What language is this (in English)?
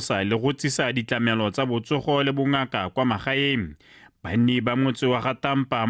Tswana